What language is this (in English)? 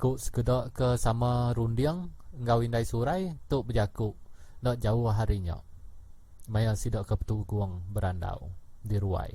Iban